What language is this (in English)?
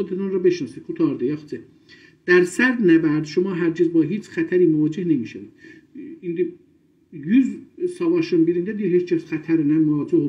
South Azerbaijani